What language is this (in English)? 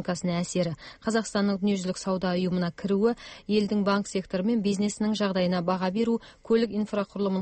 Kazakh